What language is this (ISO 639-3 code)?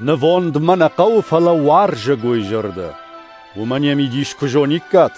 oss